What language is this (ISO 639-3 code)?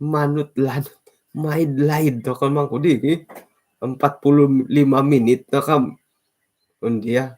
dtp